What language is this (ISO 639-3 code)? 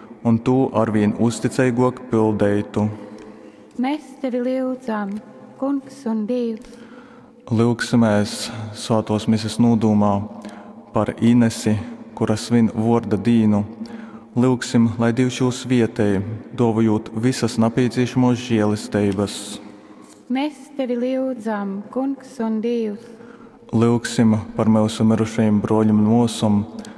ltg